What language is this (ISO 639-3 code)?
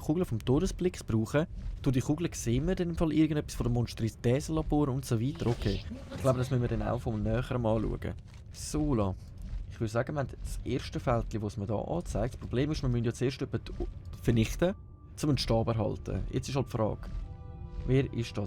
gsw